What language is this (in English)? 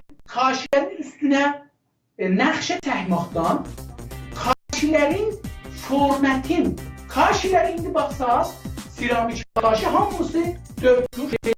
South Azerbaijani